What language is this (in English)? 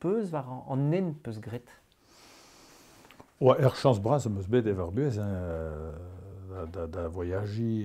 Breton